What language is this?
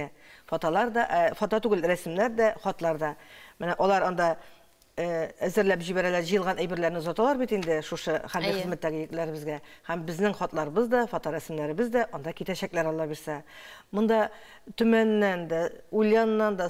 Tatar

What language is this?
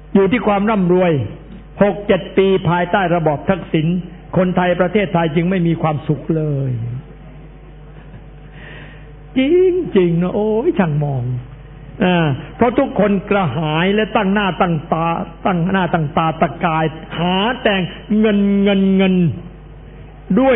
Thai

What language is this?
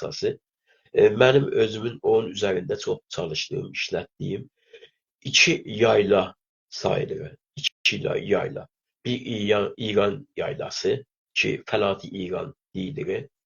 South Azerbaijani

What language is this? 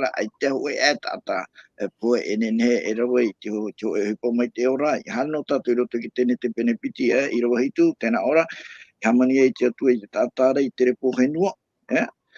Tahitian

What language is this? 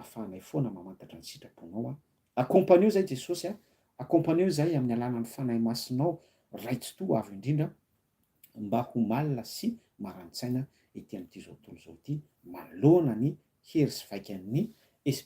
Malagasy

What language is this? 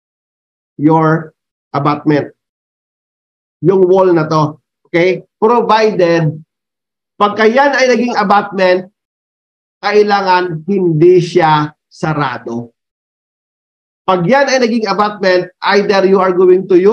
Filipino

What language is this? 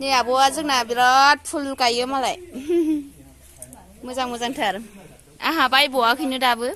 Bodo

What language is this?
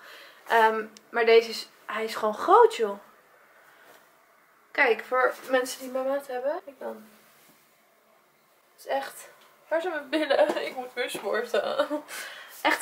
Dutch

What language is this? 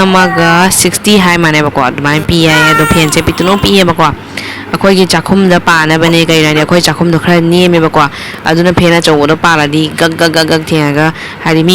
Manipuri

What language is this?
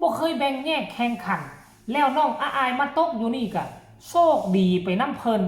Northeastern Thai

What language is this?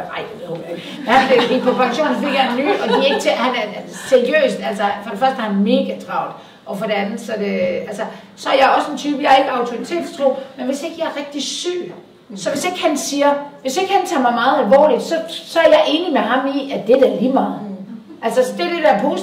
Danish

